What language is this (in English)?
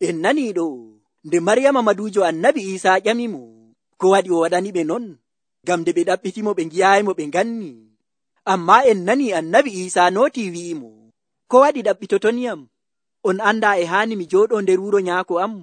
Nigerian Fulfulde